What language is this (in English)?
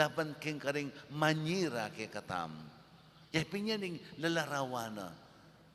Pampanga